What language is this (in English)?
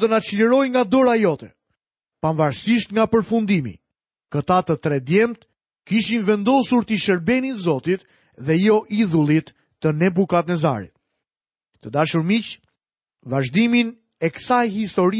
Albanian